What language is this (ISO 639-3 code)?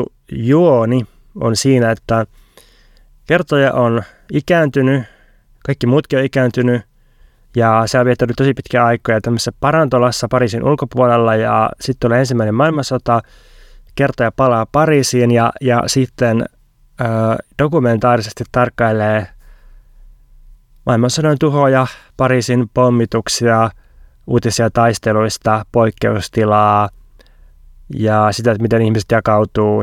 fin